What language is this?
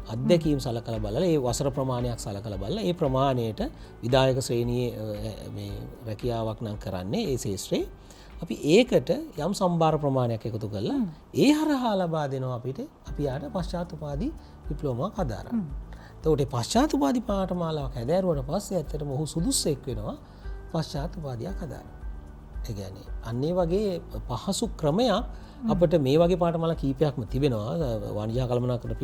Sinhala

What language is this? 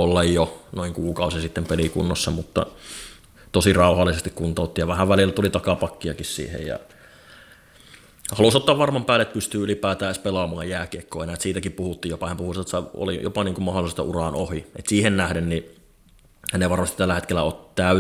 Finnish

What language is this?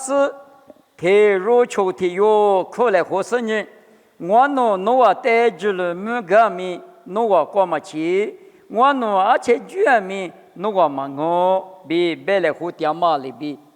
Lisu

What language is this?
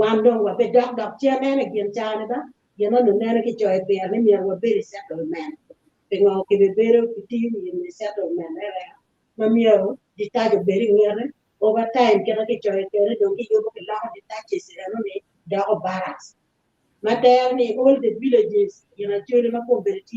Acoli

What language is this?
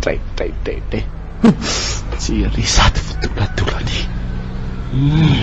Malagasy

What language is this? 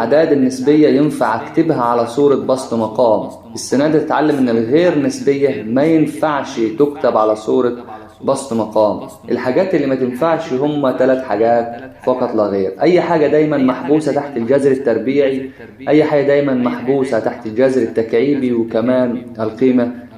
Egyptian Arabic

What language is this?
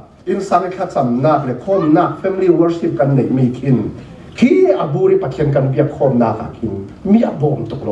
Falam Chin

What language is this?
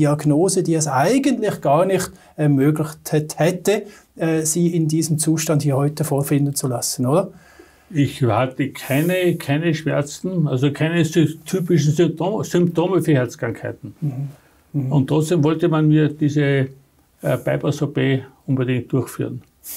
German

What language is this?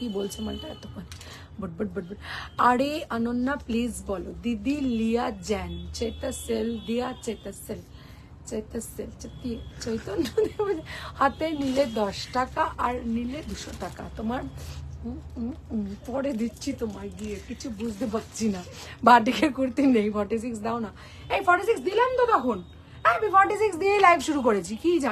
Bangla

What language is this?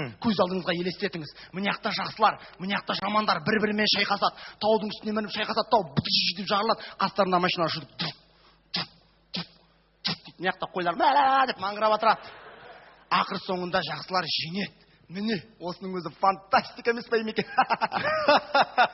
Kazakh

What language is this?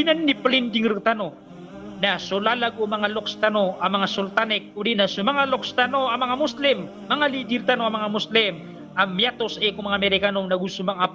Maranao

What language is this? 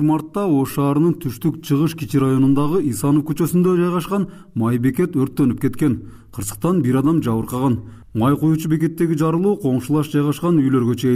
Kyrgyz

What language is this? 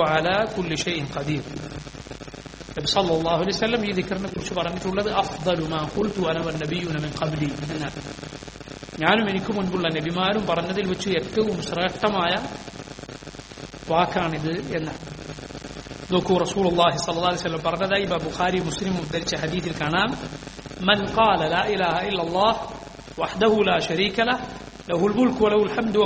Malayalam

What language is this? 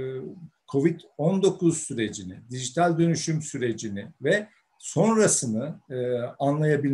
Turkish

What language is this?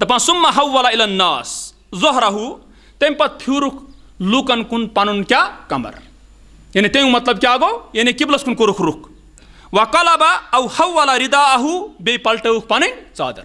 Kashmiri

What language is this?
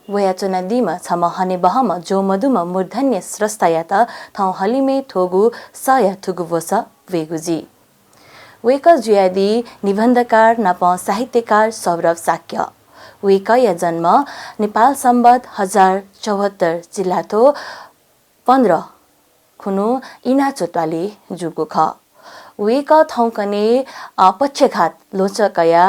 Newari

